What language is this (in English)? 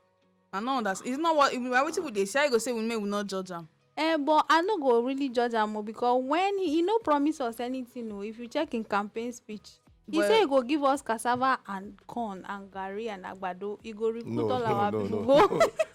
Nigerian Pidgin